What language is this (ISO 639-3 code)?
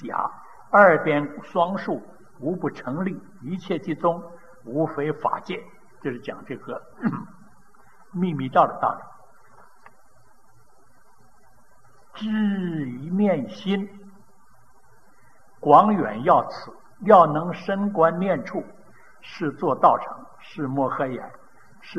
zho